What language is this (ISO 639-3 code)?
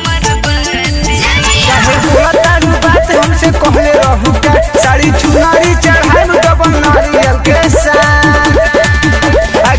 bho